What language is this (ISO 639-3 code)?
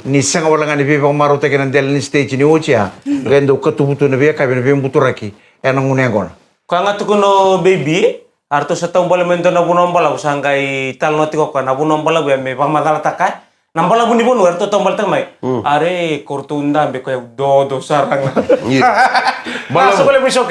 fij